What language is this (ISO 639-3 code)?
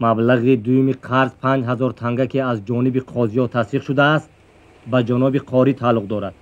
tgk